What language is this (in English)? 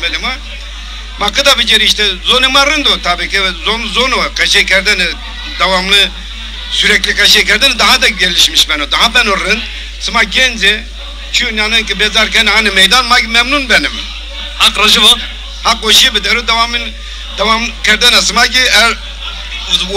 Zaza